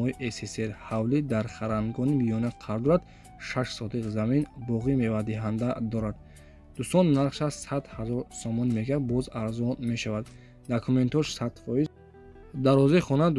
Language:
Tajik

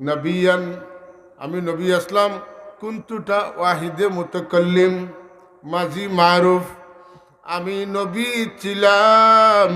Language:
Sylheti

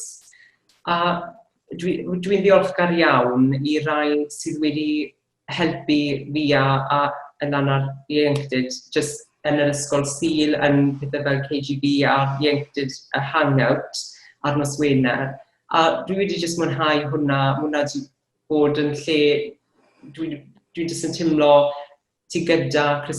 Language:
Welsh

